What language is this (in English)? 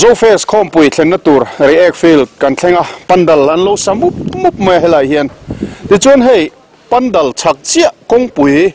Mizo